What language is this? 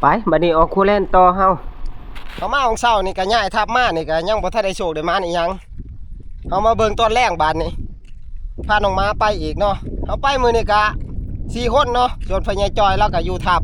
Northeastern Thai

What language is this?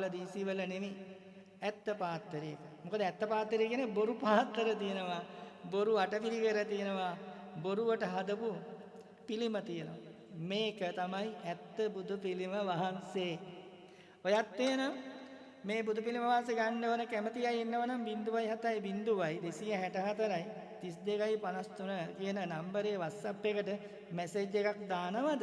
Sinhala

